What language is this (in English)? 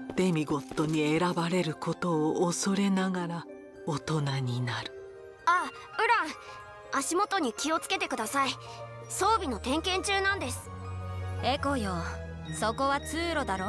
Japanese